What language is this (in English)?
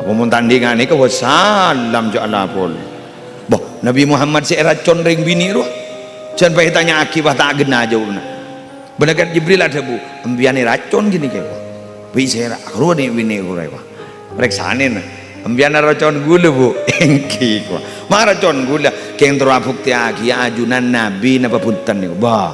Madurese